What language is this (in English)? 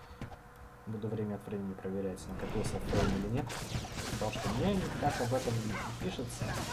Russian